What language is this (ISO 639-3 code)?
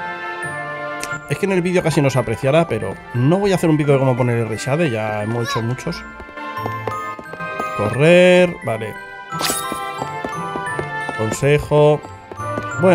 spa